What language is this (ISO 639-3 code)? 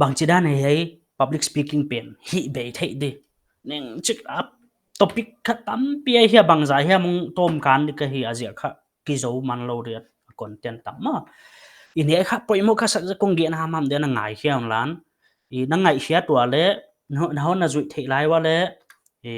pck